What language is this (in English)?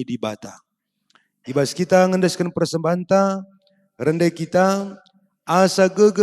Batak Karo